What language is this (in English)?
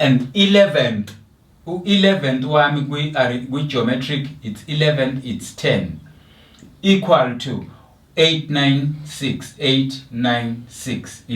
Zulu